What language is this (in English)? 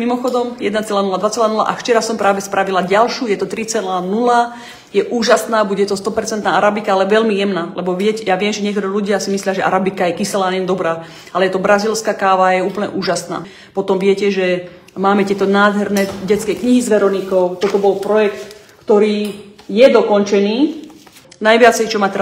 Slovak